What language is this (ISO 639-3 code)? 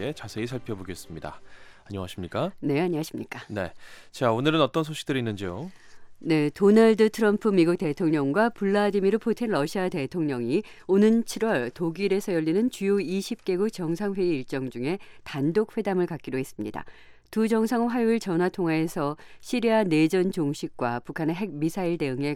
kor